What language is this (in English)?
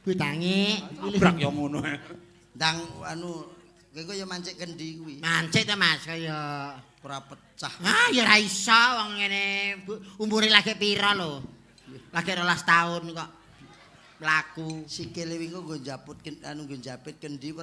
Javanese